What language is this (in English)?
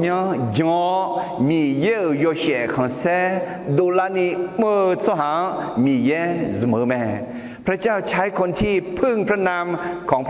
Akha